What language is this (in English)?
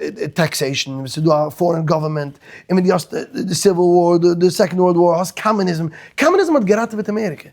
Yiddish